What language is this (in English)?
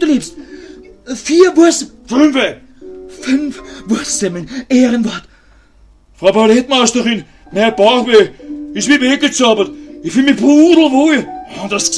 Bavarian